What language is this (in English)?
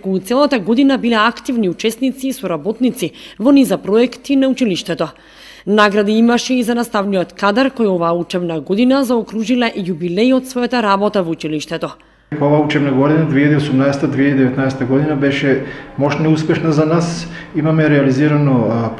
Macedonian